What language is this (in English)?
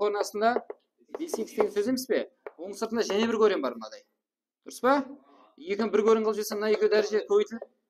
Kara-Kalpak